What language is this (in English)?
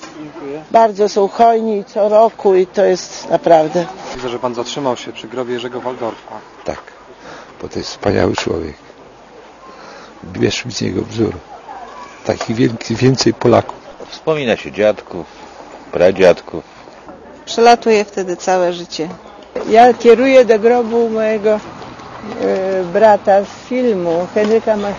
Polish